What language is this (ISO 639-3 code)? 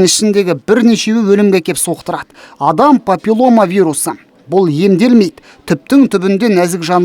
kaz